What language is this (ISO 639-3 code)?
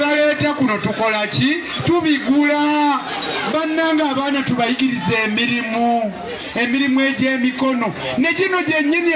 lug